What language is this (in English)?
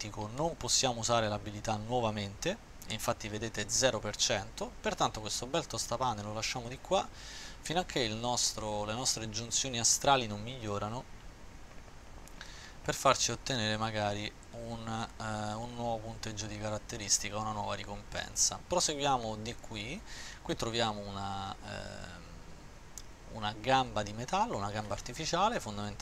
Italian